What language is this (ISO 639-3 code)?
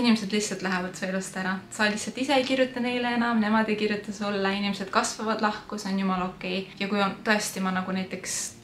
est